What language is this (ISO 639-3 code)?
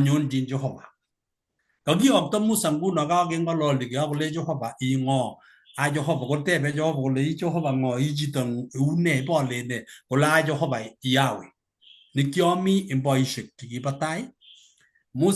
kln